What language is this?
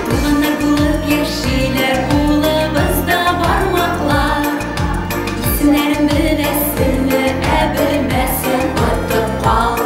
Tatar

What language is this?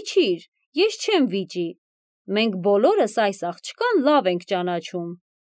Armenian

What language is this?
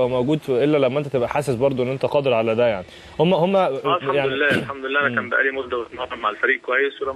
Egyptian Arabic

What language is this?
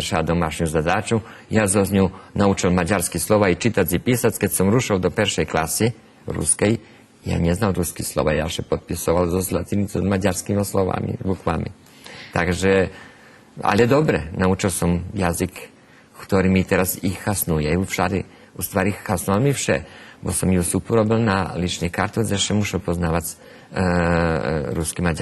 Rusyn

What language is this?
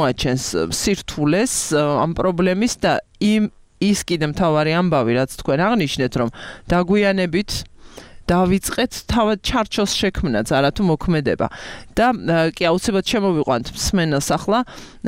Georgian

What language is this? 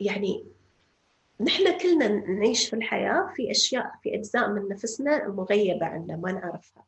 North Levantine Arabic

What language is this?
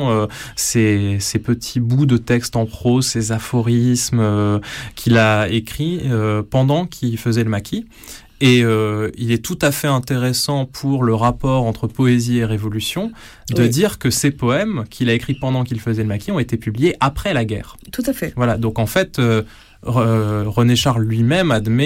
French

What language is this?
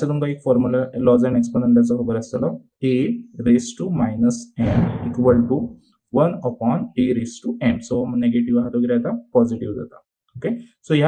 Konkani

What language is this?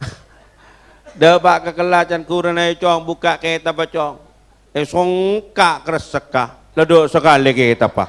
Madurese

